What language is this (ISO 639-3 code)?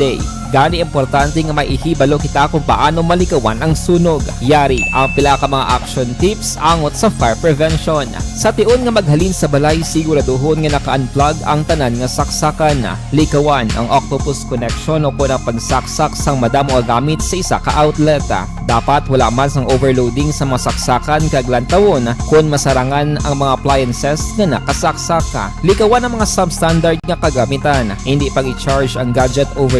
hil